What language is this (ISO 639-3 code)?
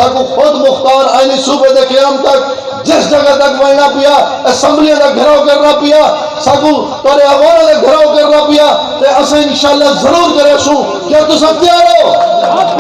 skr